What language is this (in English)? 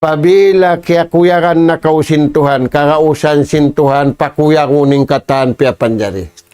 Tausug